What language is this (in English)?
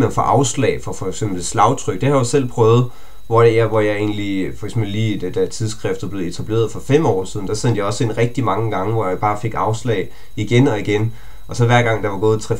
Danish